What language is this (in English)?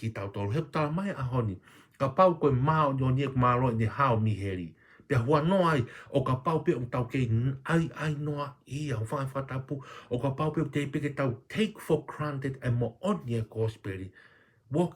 Tongan